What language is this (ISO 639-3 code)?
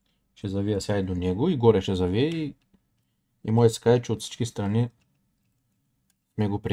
bul